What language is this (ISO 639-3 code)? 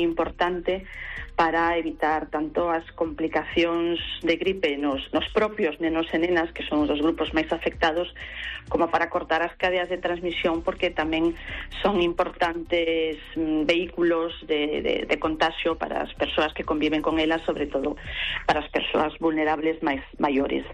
glg